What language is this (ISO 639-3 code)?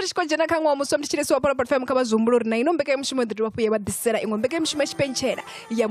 ven